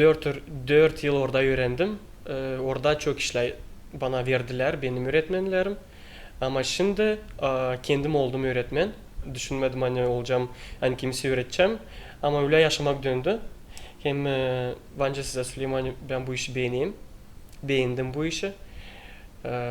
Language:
Gagauz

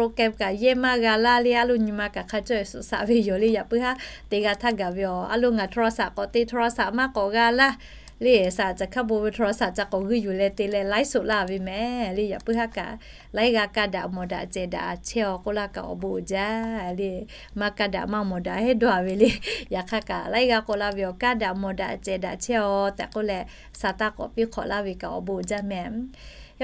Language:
Lahu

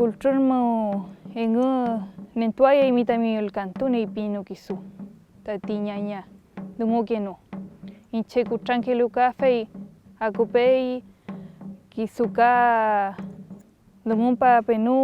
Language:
Mapuche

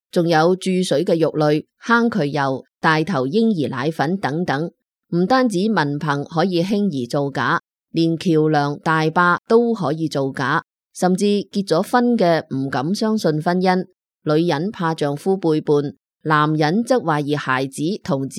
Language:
Cantonese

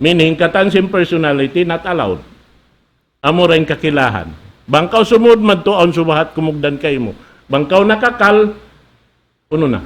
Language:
Tausug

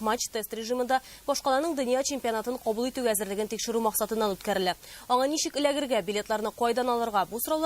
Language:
Tatar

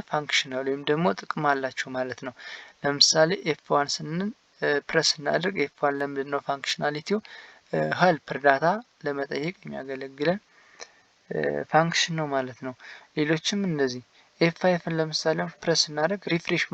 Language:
Amharic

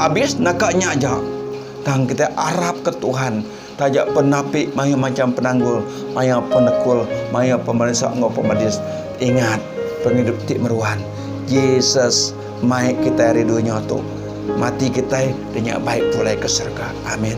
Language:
Iban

